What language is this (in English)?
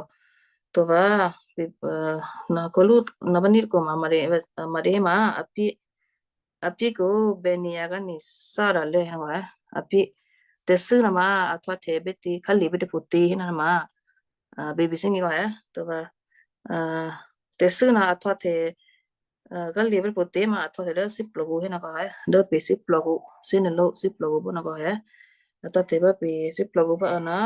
Western Kayah